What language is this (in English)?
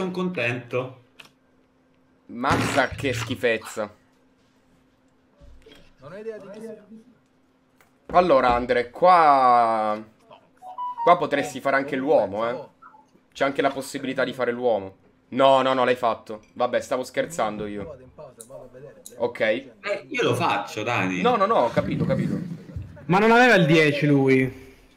Italian